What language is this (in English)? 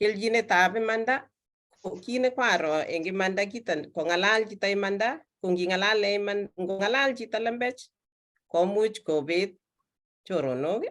Kalenjin